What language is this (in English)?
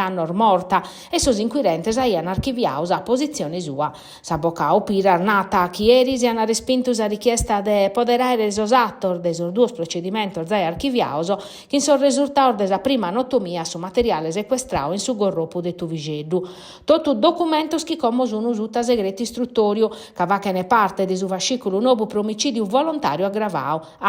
Sardinian